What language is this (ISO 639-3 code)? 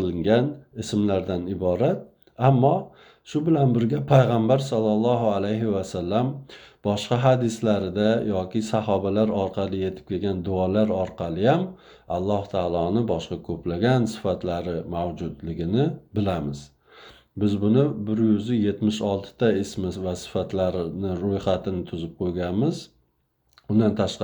uzb